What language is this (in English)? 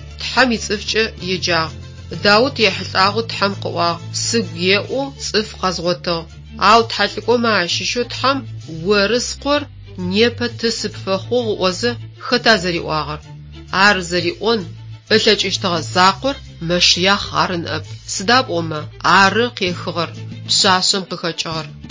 Adyghe